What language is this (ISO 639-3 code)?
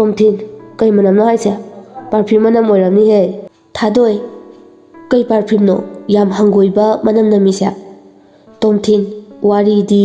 mni